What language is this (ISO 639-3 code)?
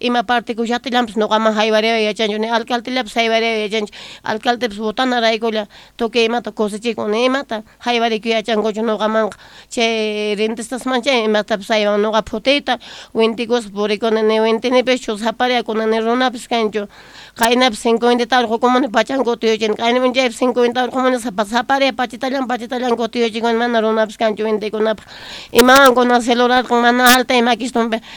quh